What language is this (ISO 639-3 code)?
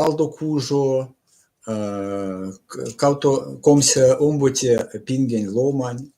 myv